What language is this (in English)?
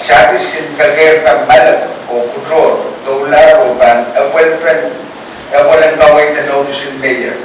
Pohnpeian